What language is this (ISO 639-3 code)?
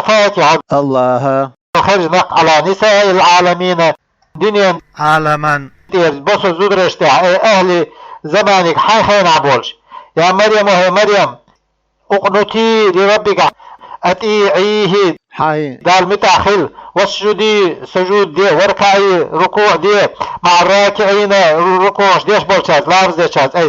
che